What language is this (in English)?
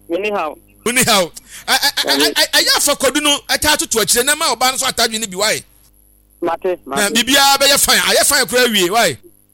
Akan